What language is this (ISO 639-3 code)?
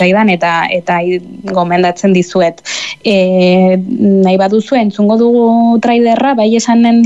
eus